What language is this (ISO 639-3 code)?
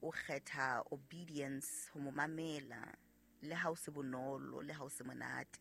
sot